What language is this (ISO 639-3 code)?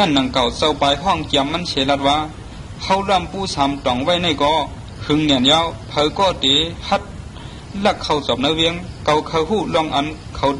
shn